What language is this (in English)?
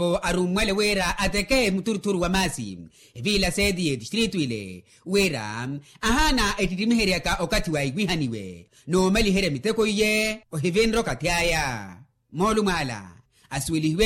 Makhuwa